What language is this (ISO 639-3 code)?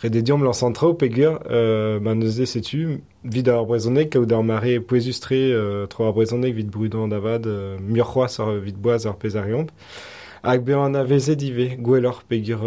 bre